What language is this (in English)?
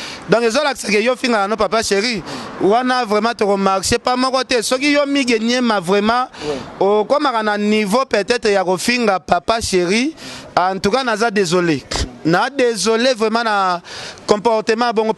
Lingala